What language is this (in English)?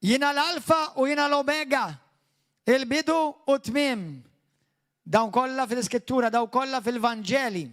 Maltese